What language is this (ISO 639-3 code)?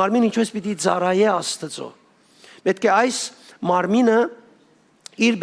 hyw